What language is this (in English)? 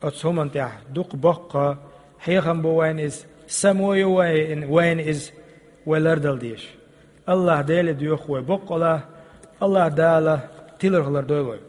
Chechen